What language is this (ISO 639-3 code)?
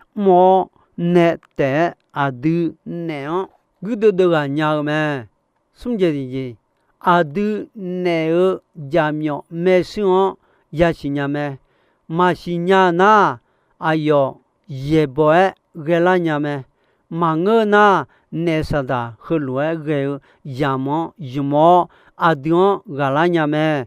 ahk